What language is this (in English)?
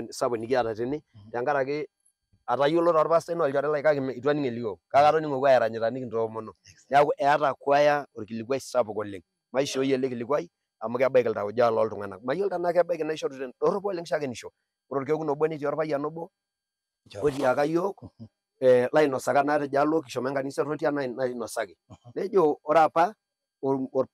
Masai